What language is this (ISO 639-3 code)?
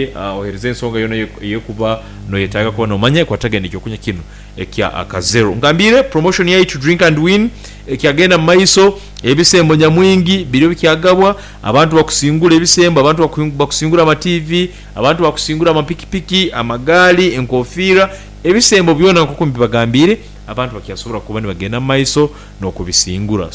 nyn